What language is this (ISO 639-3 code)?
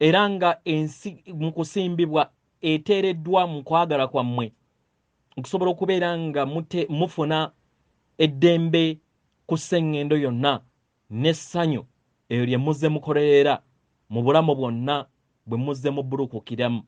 lug